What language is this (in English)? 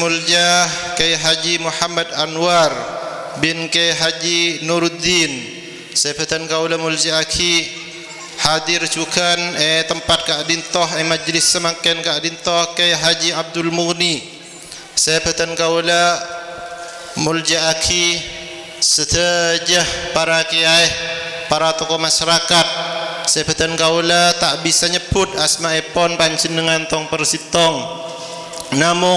Madurese